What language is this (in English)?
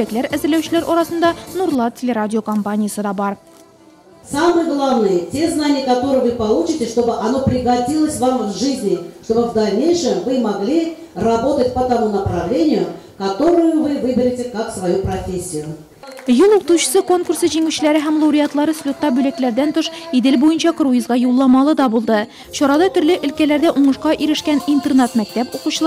Tatar